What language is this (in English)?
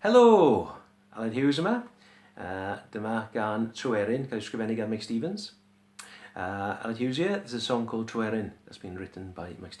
Welsh